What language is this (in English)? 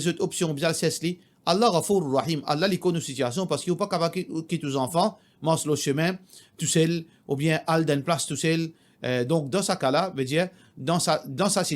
Morisyen